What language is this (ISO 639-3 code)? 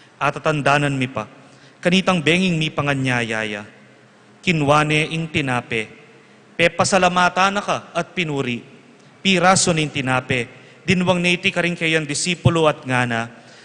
pam